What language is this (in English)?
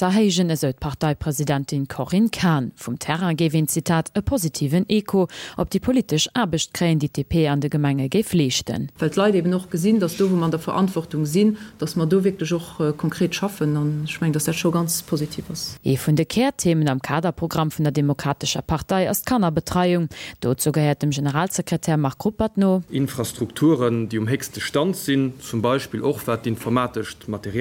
Luxembourgish